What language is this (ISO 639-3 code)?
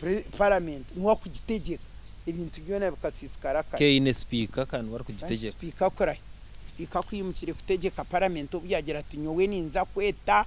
nyn